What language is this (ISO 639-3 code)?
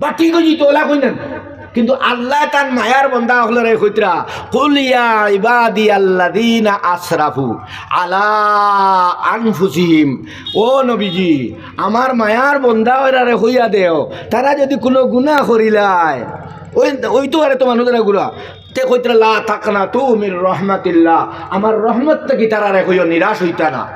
syl